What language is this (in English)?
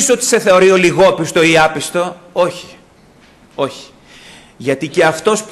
Greek